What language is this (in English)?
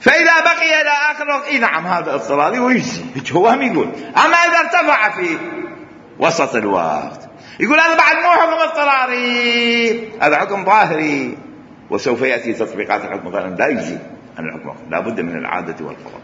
Mesopotamian Arabic